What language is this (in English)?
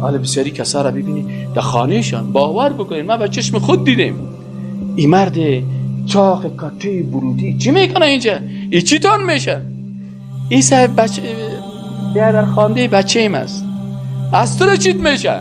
Persian